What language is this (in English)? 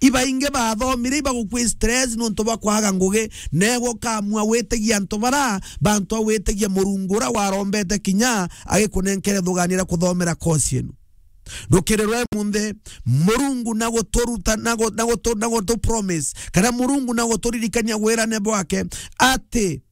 Meru